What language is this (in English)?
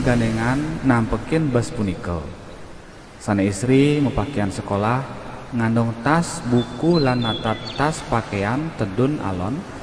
Balinese